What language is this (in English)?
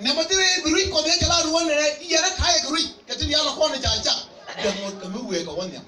Nuer